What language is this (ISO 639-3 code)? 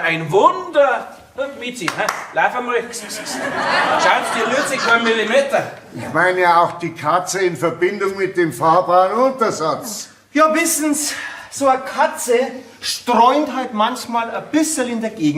bar